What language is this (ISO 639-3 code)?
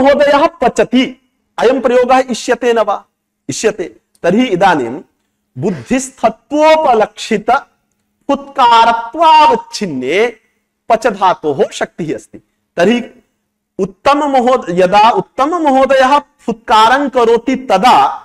san